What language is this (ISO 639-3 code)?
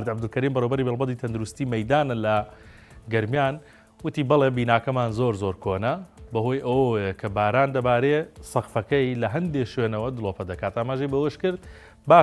ckb